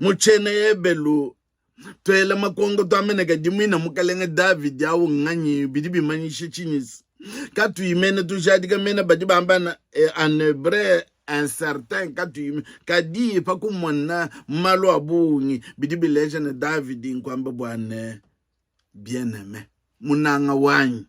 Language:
Luba-Lulua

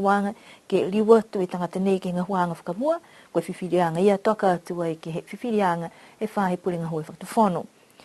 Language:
Niuean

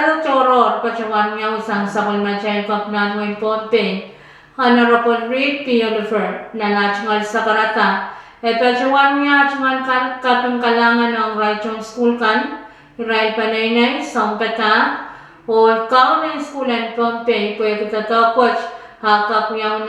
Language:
Pohnpeian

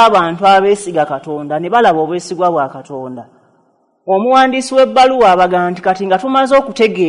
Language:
Ganda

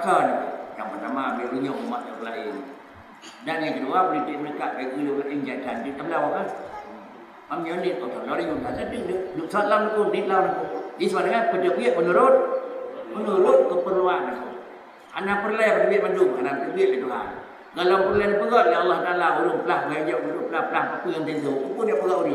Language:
Achinese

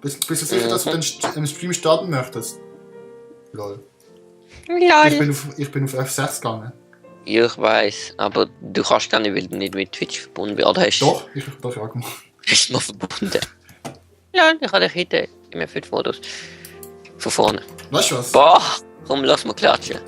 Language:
Swiss German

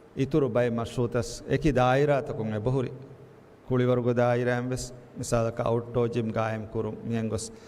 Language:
Divehi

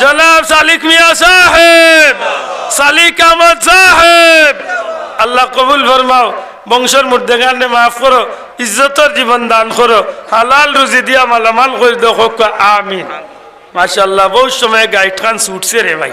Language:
Sylheti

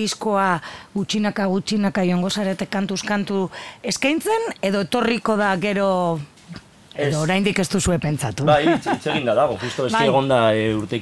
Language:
Basque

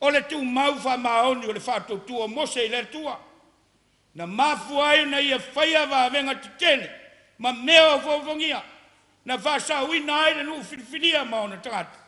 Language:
Samoan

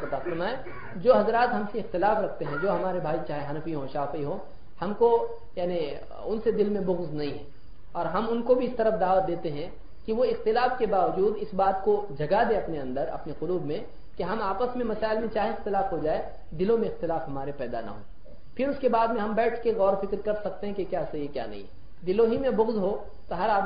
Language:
Urdu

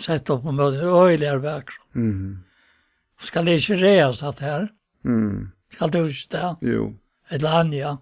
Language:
Faroese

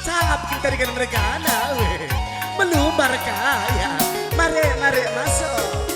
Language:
Batak Karo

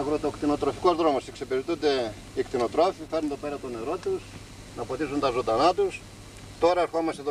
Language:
Greek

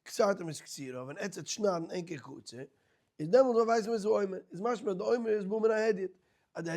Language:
Yiddish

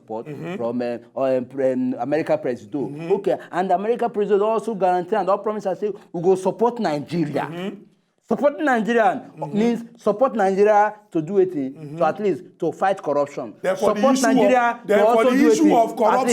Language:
Nigerian Pidgin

